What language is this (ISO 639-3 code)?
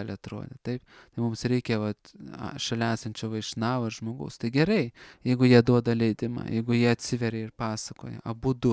lit